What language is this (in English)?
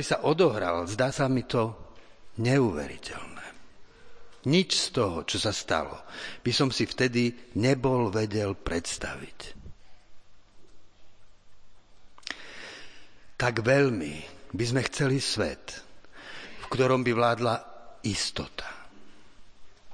Slovak